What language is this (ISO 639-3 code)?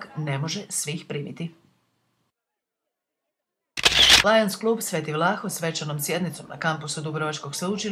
hrv